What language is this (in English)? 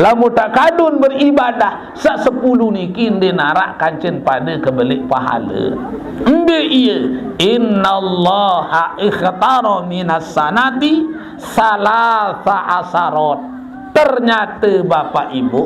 Sasak